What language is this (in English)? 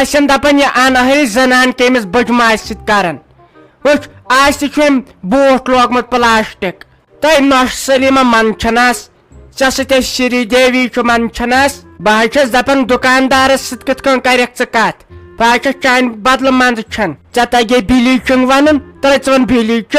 Kashmiri